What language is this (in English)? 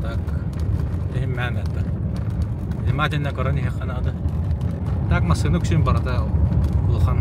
Yakut